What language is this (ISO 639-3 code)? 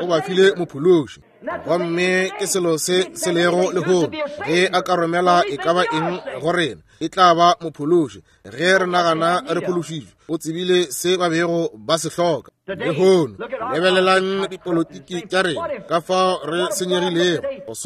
nso